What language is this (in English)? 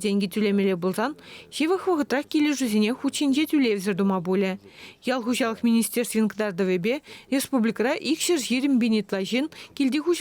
Chuvash